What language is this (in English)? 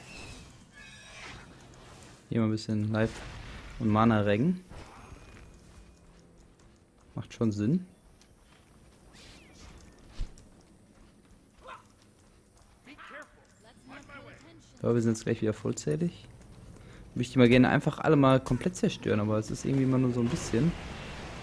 German